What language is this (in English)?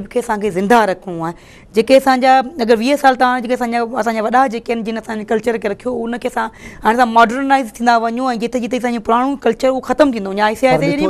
Sindhi